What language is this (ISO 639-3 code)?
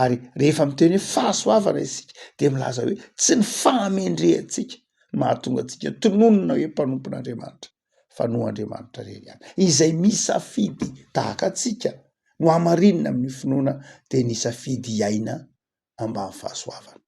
mlg